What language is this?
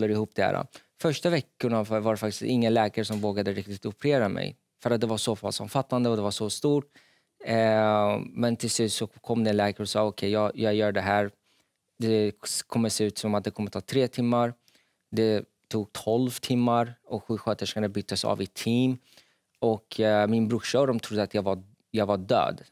Swedish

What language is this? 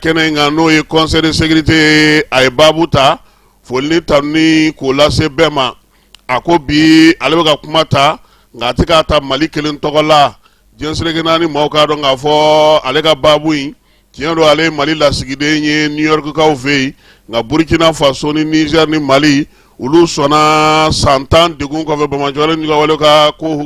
Bambara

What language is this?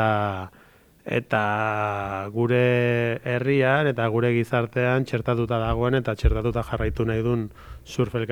Basque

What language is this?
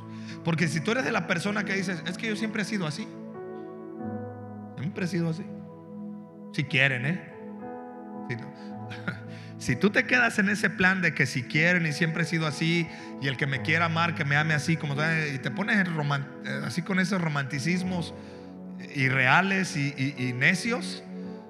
Spanish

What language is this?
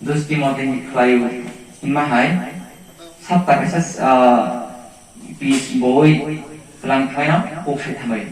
Kok Borok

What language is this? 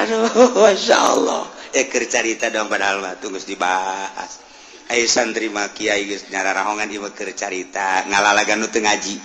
Sundanese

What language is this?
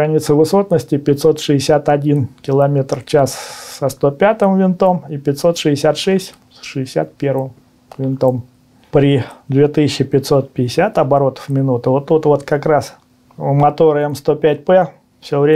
Russian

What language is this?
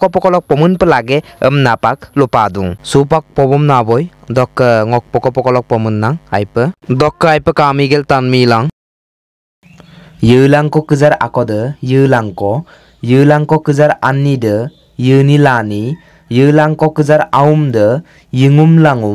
Mising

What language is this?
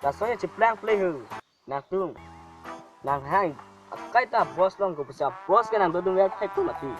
Karbi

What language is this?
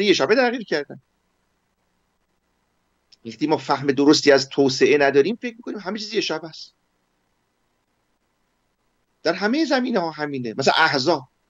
Persian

